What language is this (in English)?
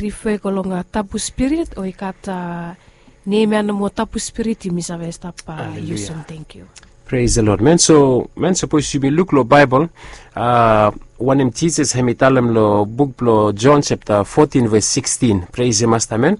Bislama